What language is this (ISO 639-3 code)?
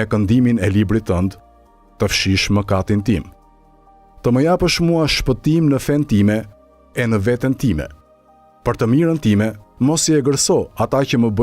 sqi